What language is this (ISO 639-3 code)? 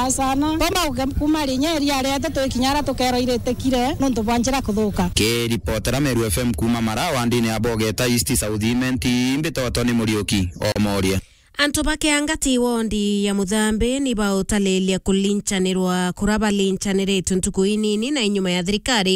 mer